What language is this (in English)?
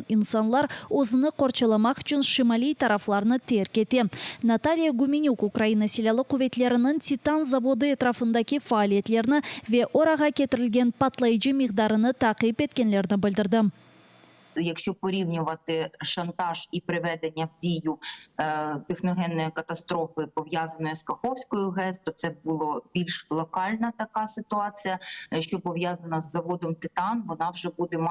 Crimean Tatar